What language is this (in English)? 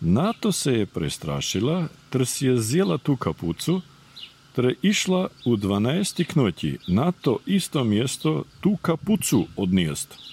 Serbian